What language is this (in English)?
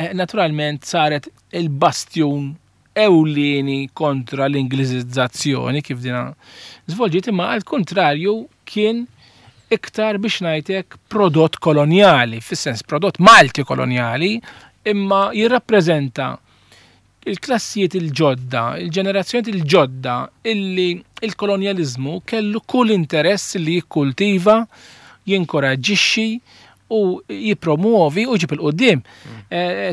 Maltese